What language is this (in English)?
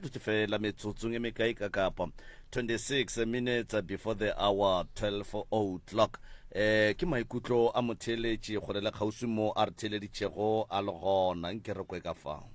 Northern Sotho